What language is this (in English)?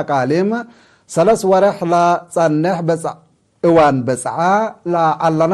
Tigre